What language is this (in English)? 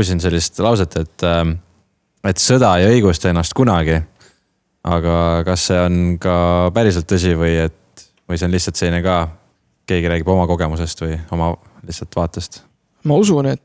Estonian